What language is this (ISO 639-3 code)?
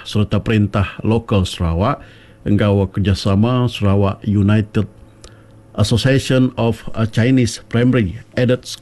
iba